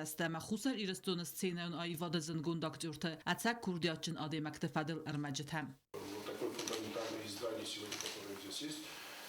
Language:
Ossetic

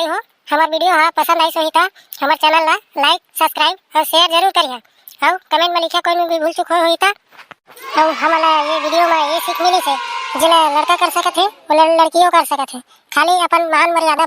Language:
Chhattisgarhi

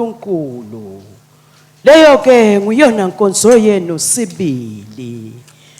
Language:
Swati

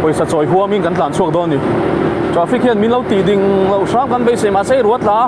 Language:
Mizo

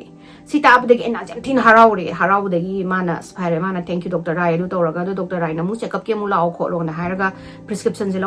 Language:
Manipuri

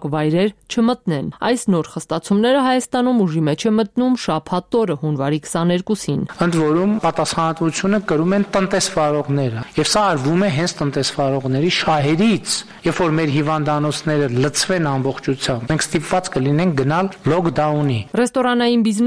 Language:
Armenian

